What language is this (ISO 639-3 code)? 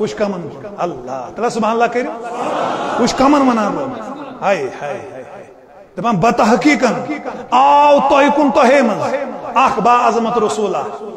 kas